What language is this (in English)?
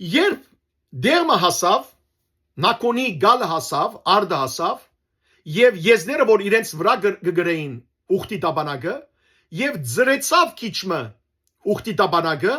Western Armenian